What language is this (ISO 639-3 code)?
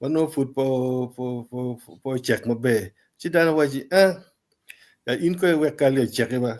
ach